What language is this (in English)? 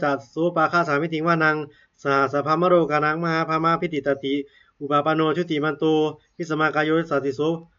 Pali